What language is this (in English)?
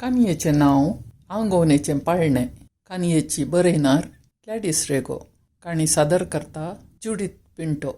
Konkani